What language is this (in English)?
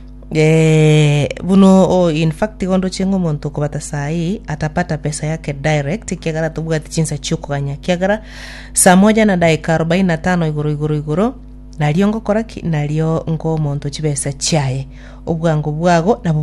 Gusii